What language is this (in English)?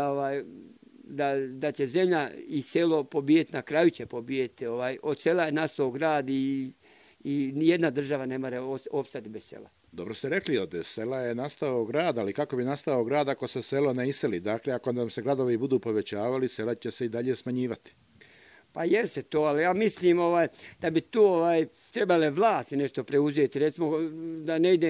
Bosnian